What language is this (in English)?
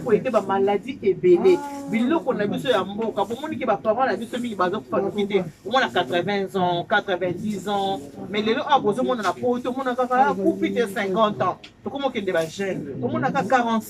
Lingala